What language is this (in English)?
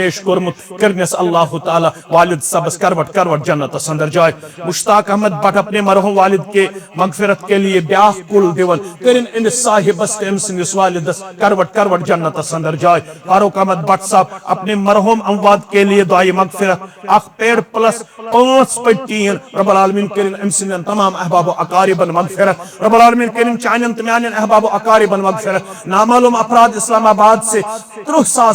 Kashmiri